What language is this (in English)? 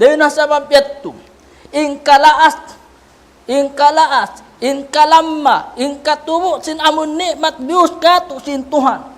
Tausug